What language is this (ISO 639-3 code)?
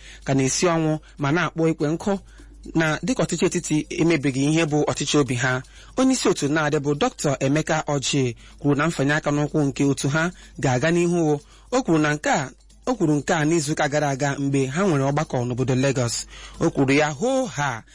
ibo